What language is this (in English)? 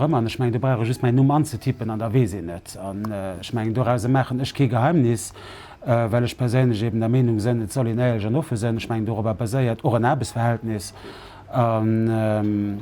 Luxembourgish